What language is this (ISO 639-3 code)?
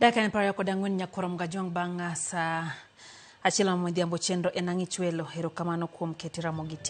luo